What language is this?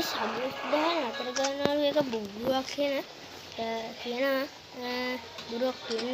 Sinhala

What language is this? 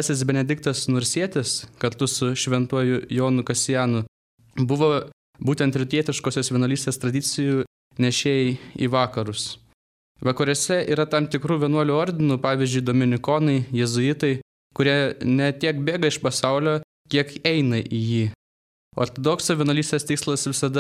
Lithuanian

